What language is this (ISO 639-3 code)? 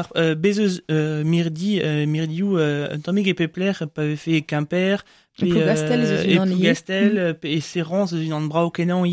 bre